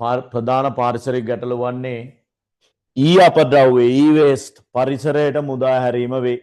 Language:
Sinhala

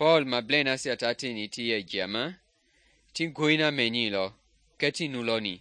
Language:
Mende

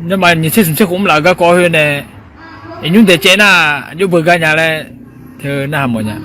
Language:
Akha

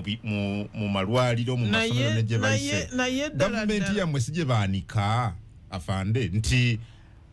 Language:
Ganda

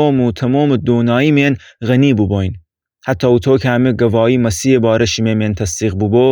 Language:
Gilaki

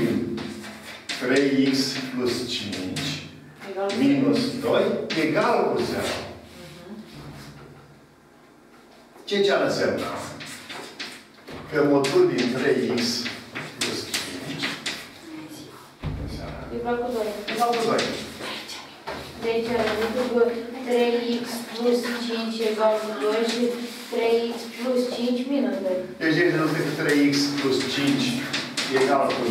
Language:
Romanian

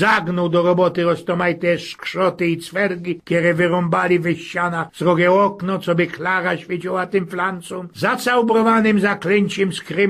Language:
Silesian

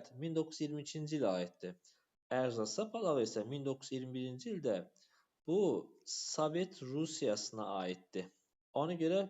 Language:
Azerbaijani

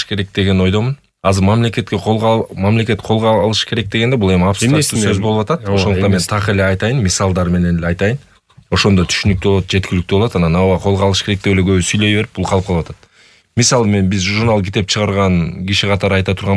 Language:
Kyrgyz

